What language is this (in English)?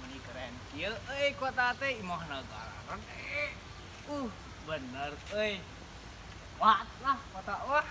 Sundanese